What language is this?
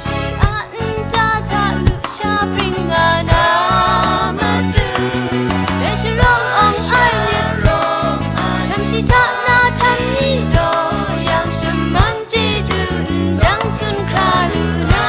Kachin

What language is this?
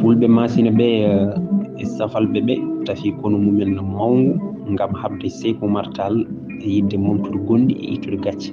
Fula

